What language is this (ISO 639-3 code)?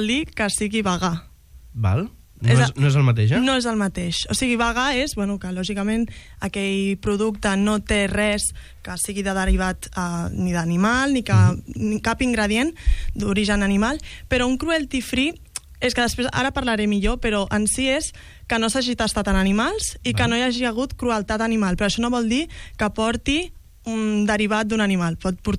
cat